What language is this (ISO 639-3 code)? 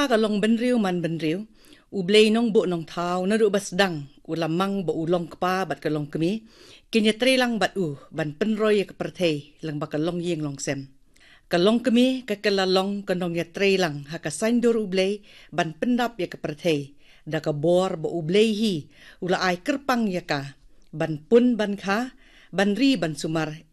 kha